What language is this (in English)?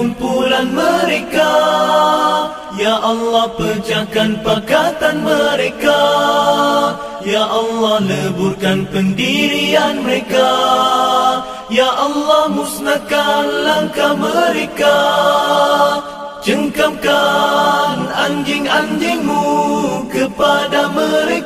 Malay